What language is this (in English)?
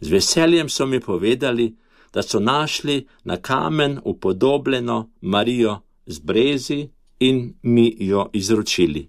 Slovenian